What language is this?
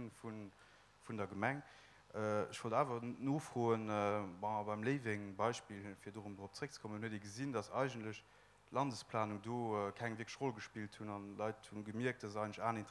Luxembourgish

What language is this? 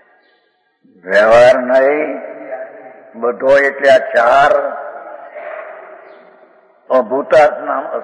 Gujarati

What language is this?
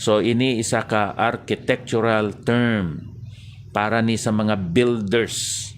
Hiligaynon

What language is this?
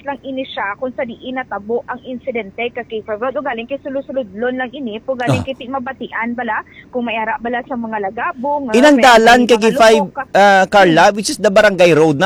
Hiligaynon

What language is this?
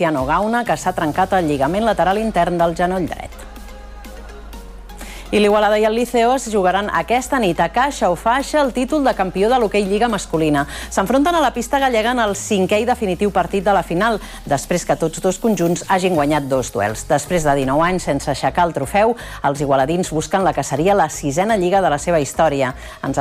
Catalan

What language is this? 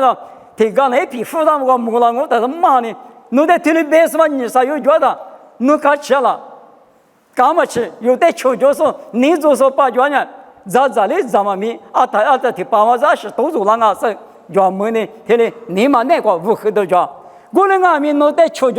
Lisu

